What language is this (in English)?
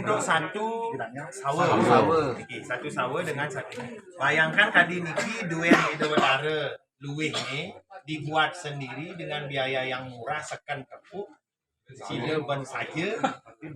Balinese